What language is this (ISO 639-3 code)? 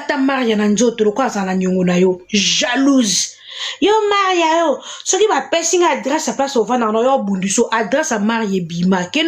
lin